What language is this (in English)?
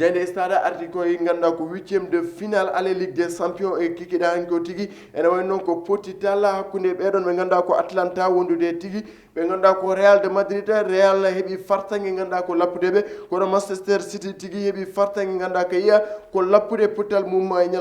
Fula